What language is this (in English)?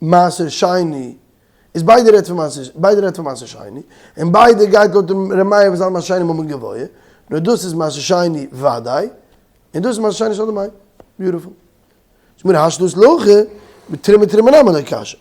Yiddish